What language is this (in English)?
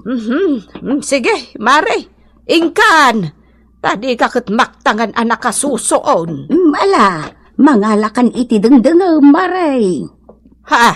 Iloko